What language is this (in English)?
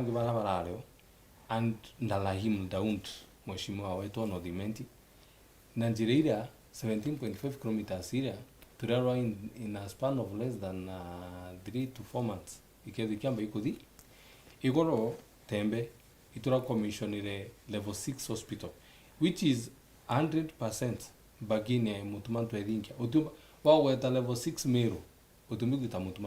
Meru